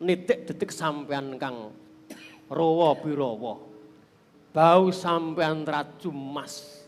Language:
Javanese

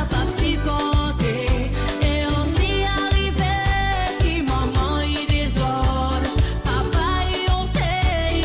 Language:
Morisyen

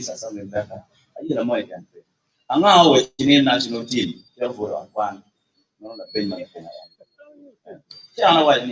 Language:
Acoli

